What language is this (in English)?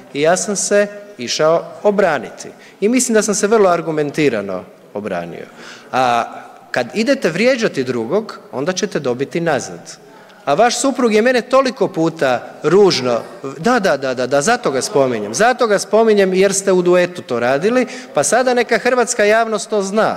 Croatian